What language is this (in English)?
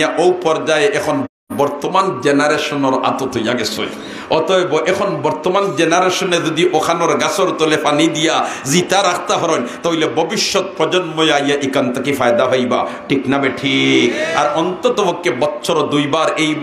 Sylheti